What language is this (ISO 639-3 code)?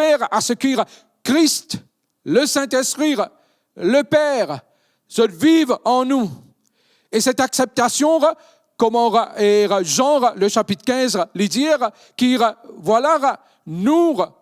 mfe